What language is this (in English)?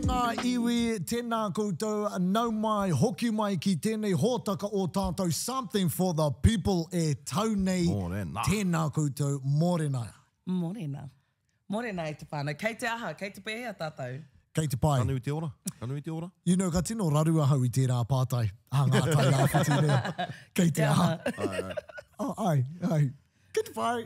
Māori